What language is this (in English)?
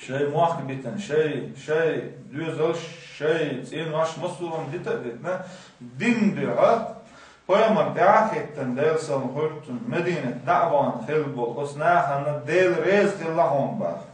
Chechen